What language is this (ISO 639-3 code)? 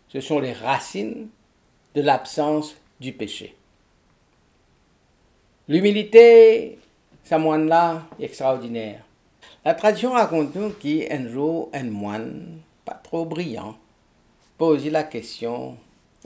mfe